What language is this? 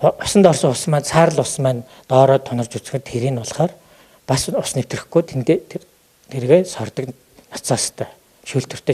Mongolian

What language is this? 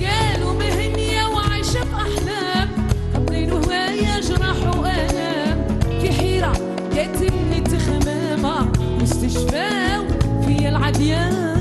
Algerian Arabic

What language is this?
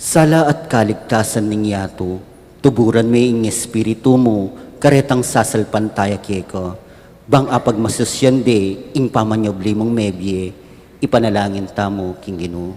Pampanga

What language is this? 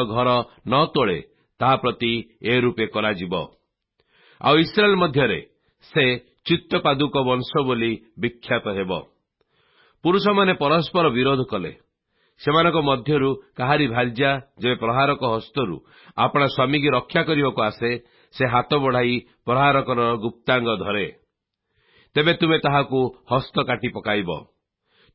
Odia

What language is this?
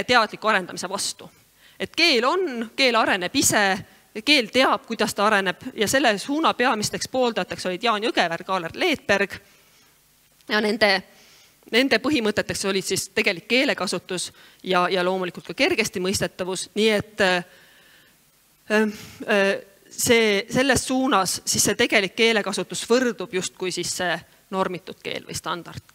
Estonian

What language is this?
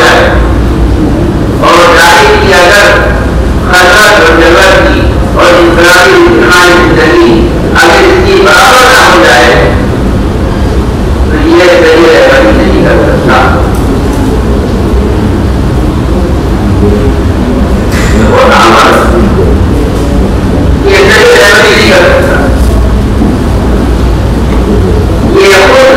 Urdu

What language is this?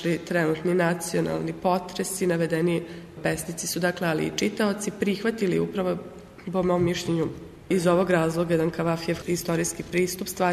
Serbian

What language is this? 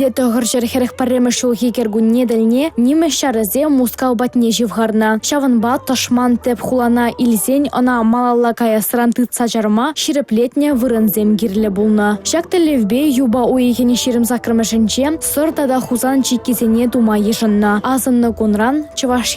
Chuvash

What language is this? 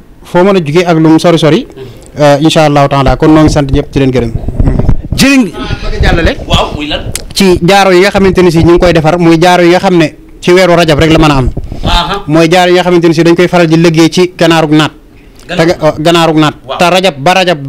Wolof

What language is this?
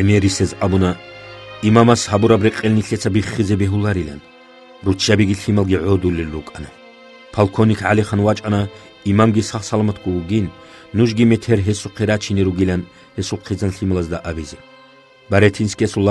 Avaric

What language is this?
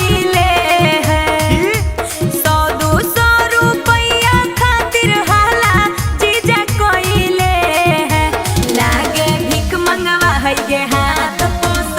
Magahi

